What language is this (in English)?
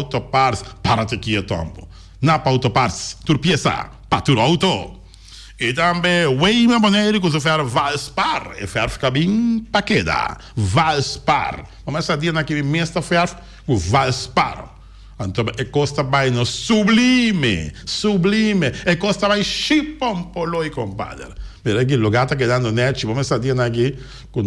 Papiamento